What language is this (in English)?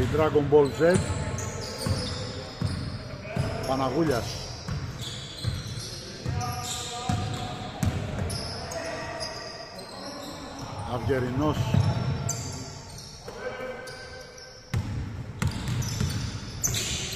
Greek